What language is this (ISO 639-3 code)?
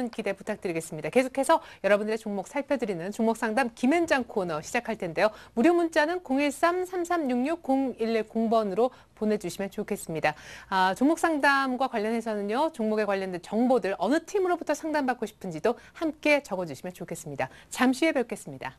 kor